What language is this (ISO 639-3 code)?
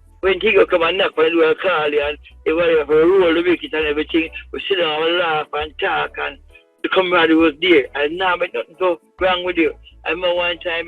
jam